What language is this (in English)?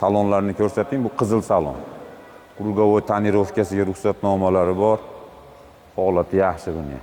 Uzbek